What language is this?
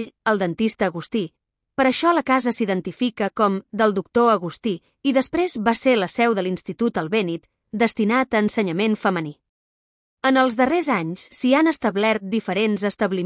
Catalan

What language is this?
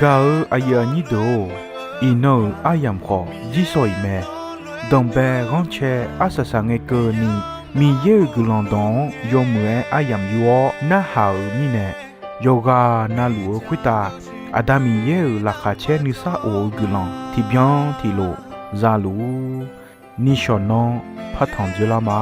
Akha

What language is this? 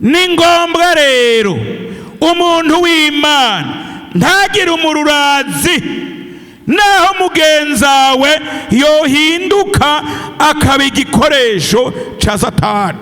Rundi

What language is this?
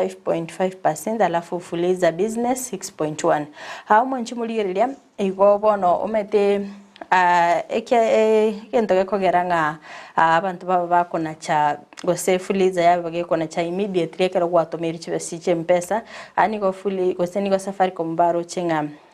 Gusii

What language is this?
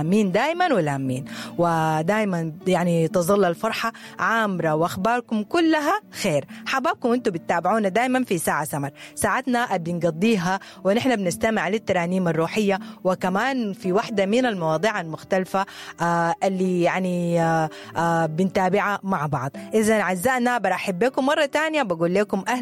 Sudanese Arabic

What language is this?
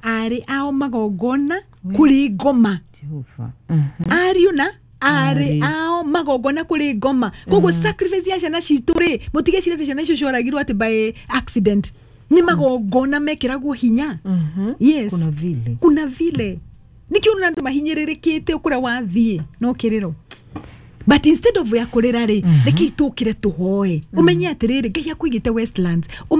Kikuyu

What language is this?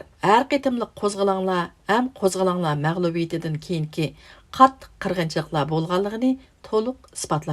Uyghur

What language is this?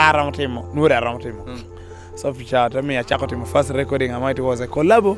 Lango (Uganda)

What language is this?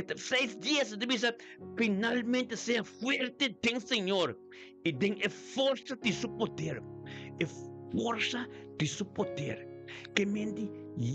Papiamento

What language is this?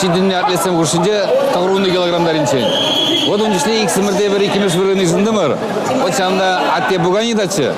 Chuvash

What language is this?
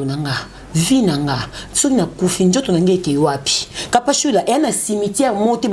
Lingala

